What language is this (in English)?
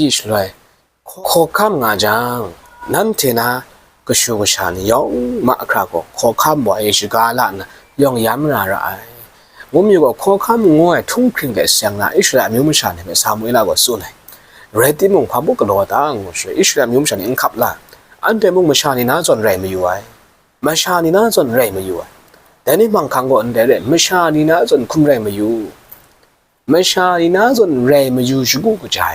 Kachin